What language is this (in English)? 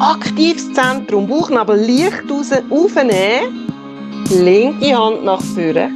Swiss German